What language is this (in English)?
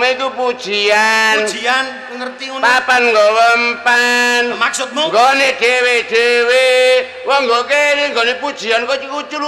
Javanese